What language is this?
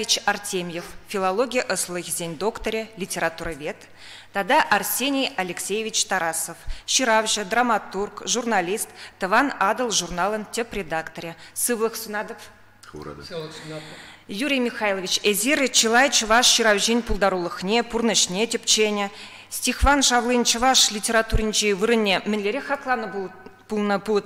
Chuvash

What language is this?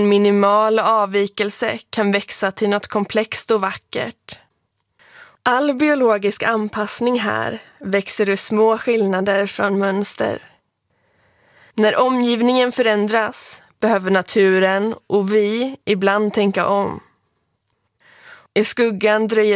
Swedish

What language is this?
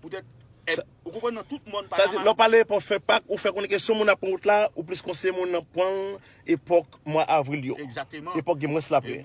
Haitian Creole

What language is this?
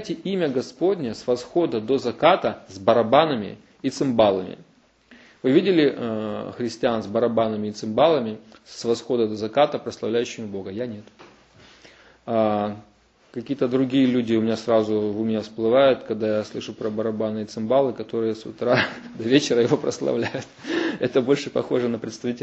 Russian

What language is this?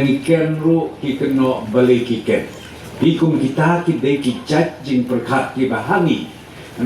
Khasi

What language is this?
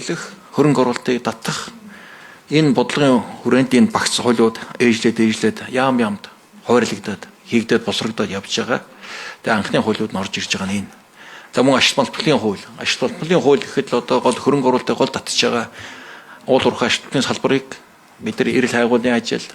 Mongolian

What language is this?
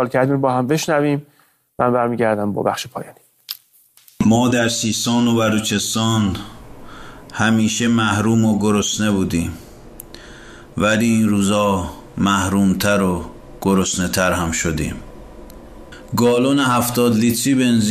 Persian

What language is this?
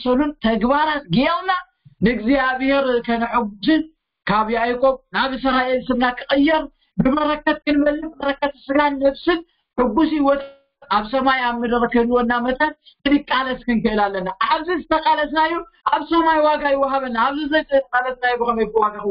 Tigrinya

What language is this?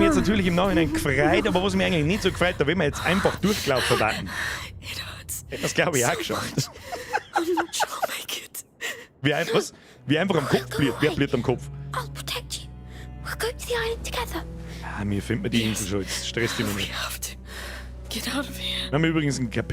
Bavarian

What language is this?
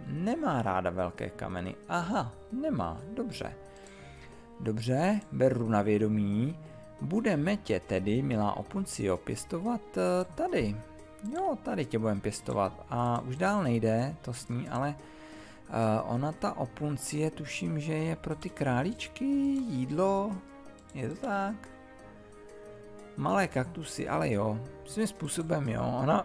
Czech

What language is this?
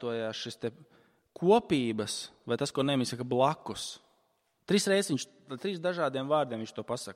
Latvian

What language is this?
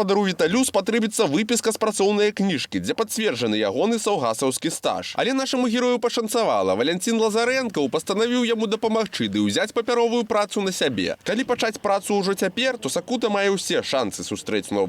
Belarusian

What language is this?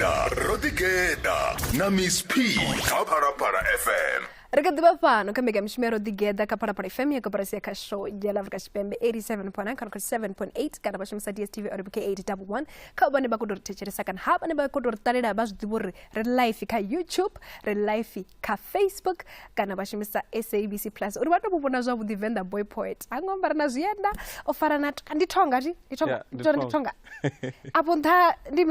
Venda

